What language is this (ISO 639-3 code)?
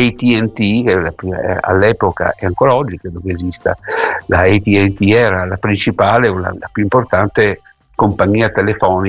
ita